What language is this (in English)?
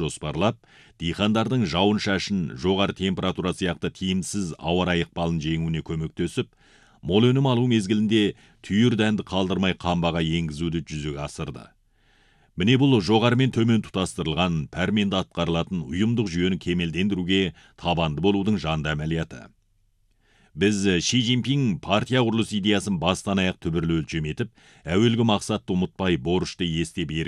Kazakh